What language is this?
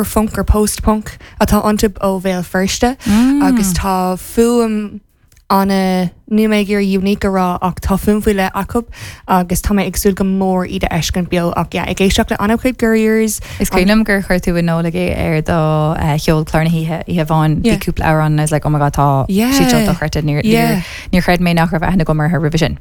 Irish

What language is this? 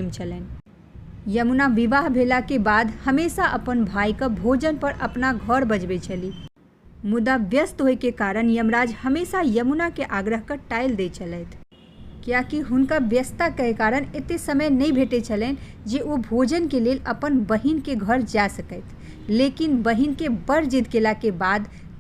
Maithili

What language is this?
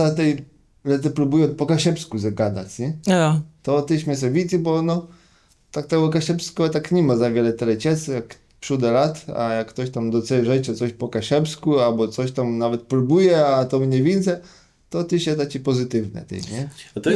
Kashubian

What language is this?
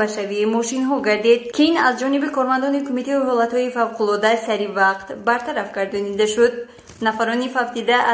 Tajik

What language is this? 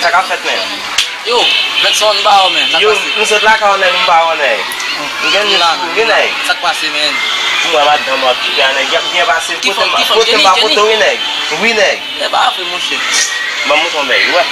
Haitian Creole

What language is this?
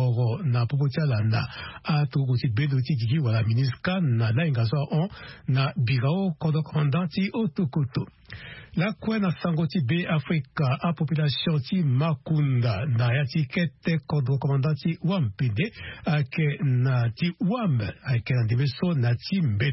Sango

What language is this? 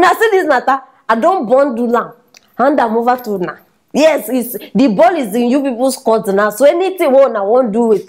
Nigerian Pidgin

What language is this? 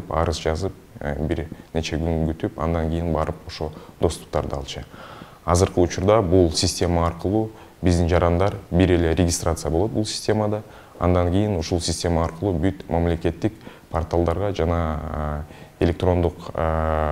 Kyrgyz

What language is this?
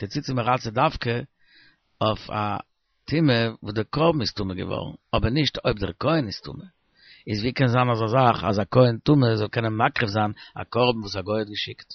Yiddish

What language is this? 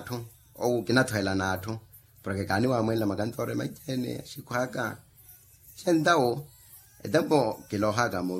Makhuwa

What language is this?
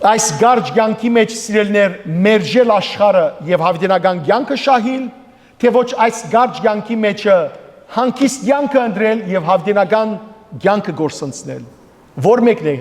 Western Armenian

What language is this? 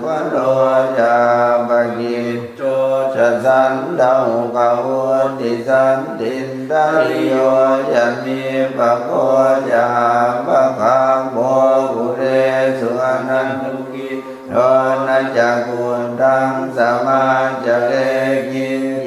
Pali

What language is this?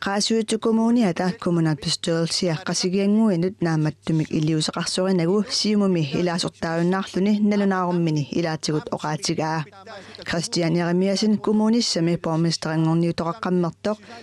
Kalaallisut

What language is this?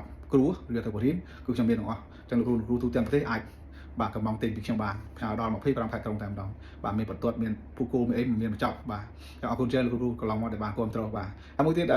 Khmer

